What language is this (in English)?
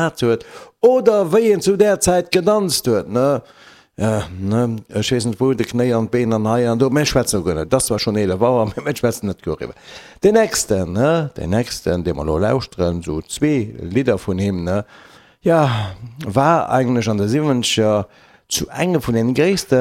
Luxembourgish